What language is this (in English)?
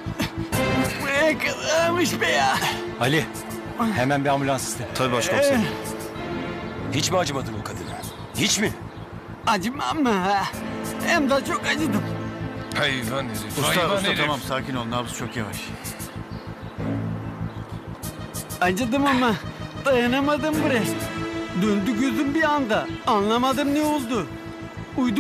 Turkish